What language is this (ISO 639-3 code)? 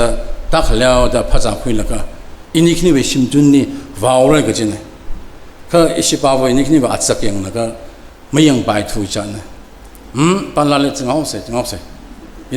nmf